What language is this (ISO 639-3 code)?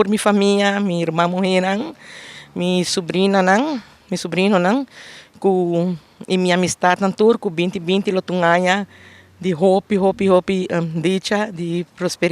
pap